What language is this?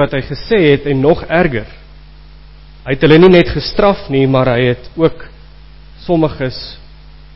Afrikaans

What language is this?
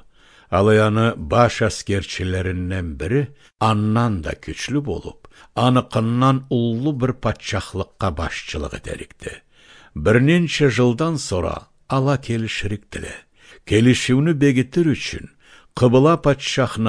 Karachay-Balkar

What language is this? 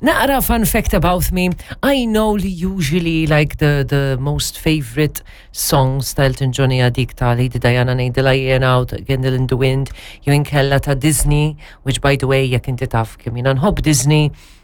Maltese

